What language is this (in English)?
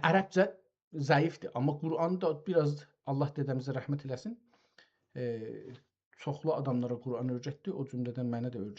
South Azerbaijani